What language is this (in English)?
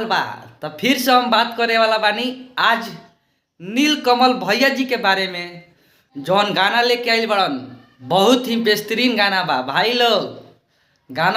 Bhojpuri